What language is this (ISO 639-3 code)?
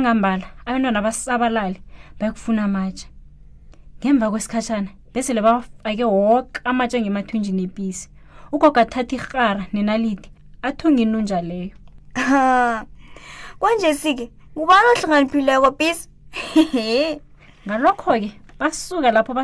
nbl